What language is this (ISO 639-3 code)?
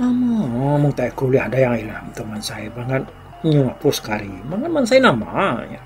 iba